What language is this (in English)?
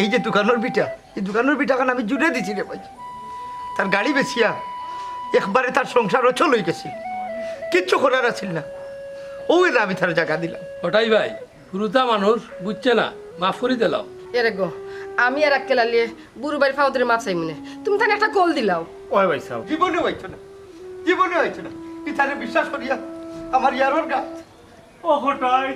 Sylheti